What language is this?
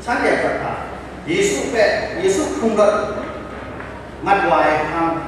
Kachin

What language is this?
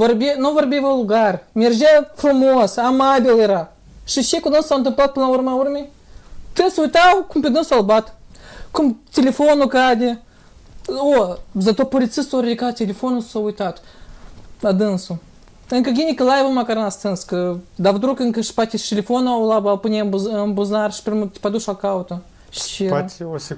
Romanian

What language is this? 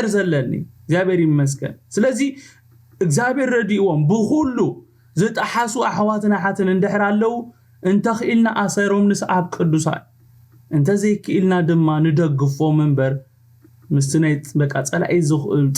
Tigrinya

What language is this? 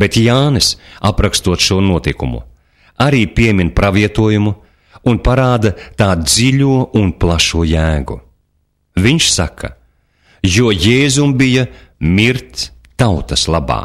Latvian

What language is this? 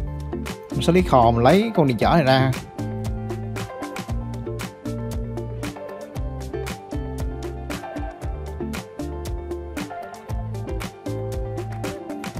Vietnamese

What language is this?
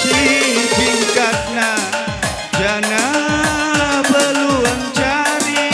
Batak Karo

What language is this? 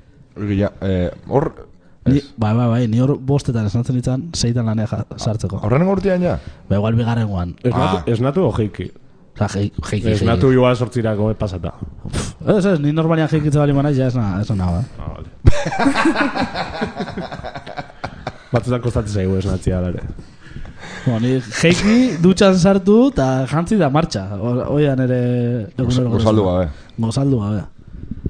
Basque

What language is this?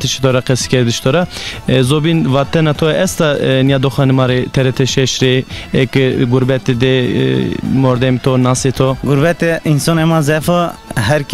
Zaza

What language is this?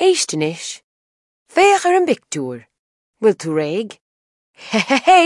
Irish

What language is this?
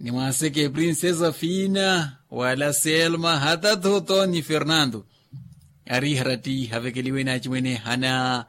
Makhuwa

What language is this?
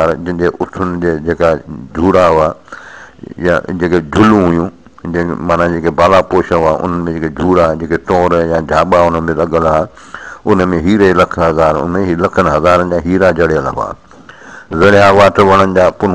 Sindhi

